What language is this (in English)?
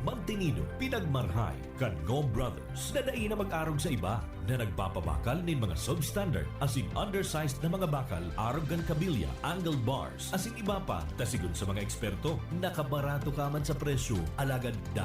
Bikol